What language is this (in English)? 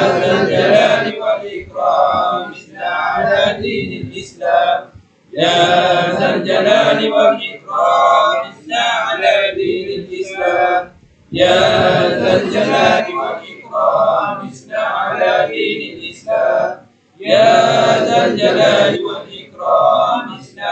Arabic